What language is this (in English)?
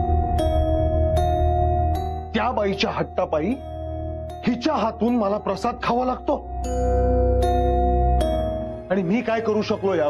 Marathi